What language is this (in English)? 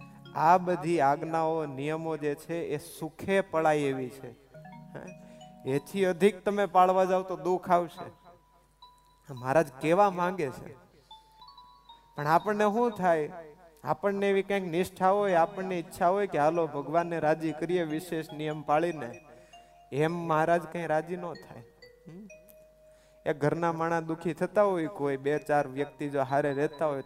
Gujarati